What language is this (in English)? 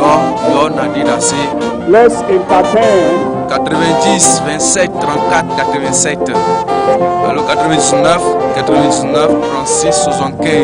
Ewe